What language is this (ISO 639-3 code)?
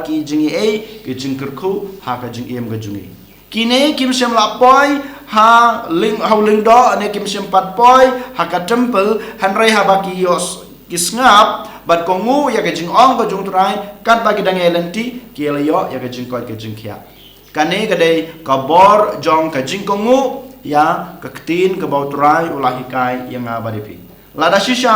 kha